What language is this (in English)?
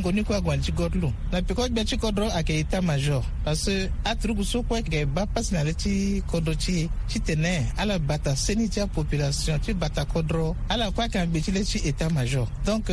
Sango